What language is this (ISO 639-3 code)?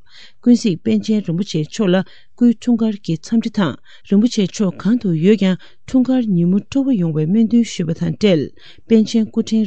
bod